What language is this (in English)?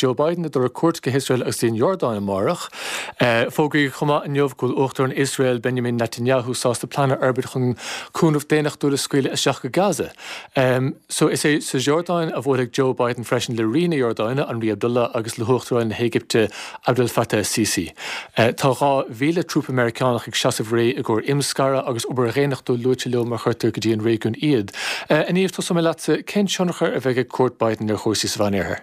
Irish